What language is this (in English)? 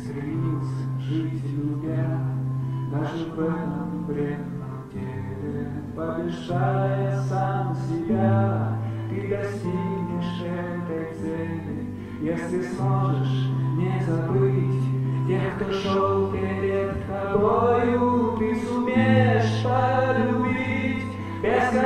Russian